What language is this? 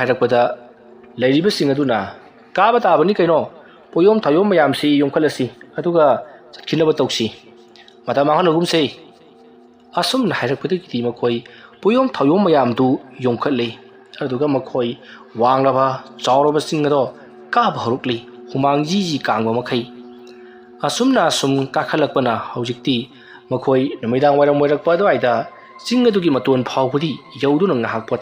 Manipuri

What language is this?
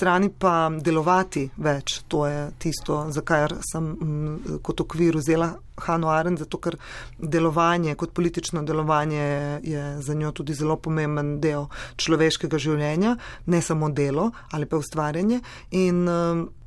Slovenian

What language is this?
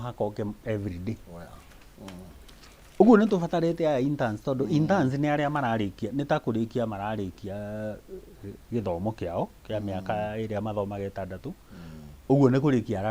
Kikuyu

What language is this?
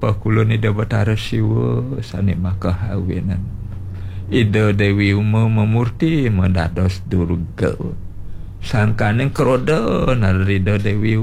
Balinese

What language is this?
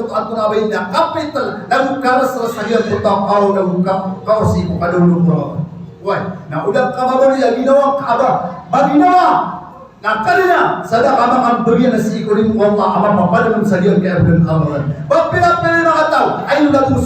Maranao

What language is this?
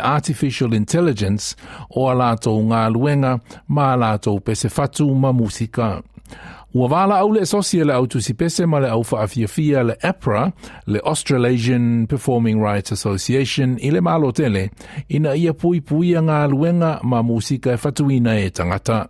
Samoan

